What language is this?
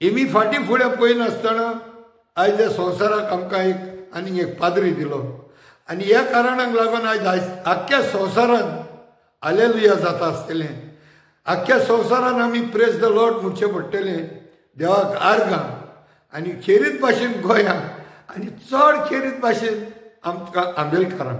Konkani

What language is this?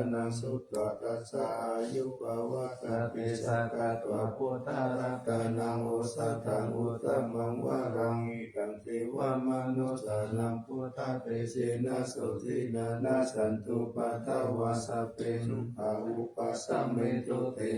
Pali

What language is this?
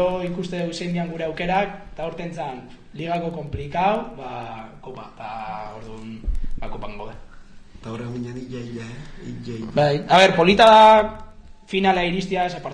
Basque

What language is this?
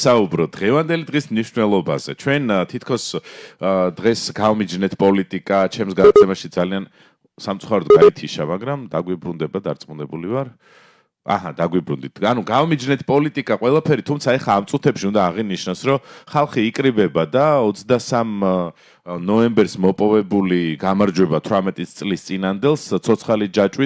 Georgian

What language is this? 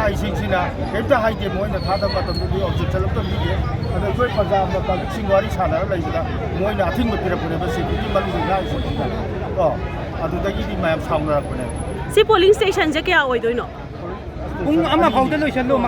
Manipuri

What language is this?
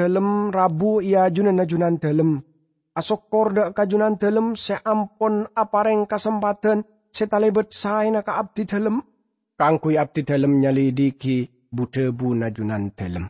Madurese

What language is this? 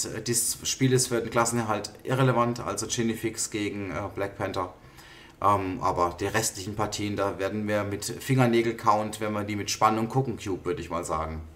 German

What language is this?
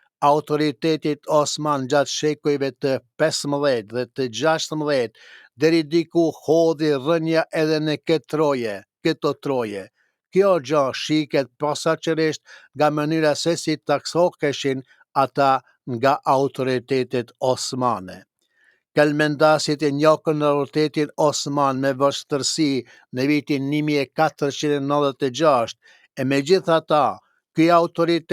Albanian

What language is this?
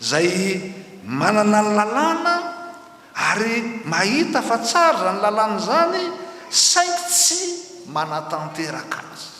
Malagasy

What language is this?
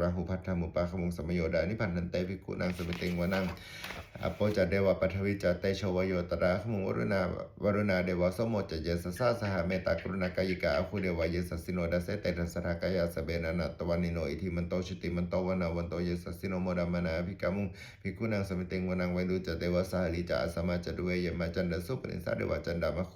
Pali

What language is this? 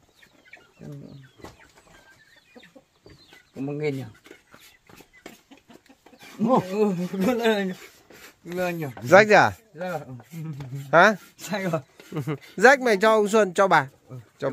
Vietnamese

